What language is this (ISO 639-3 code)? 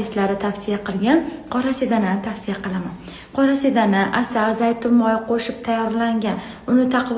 uzb